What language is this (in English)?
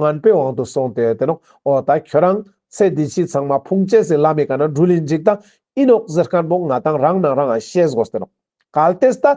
Ladakhi